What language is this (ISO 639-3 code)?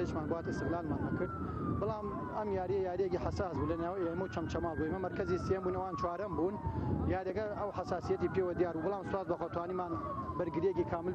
ckb